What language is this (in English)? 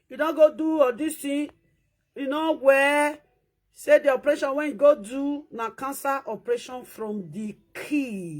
Nigerian Pidgin